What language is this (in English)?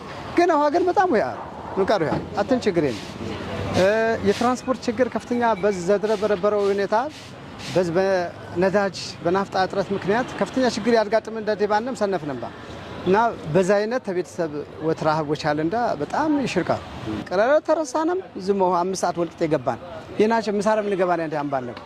Amharic